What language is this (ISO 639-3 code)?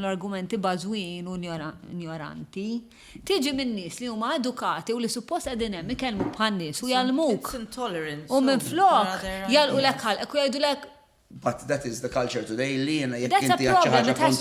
mlt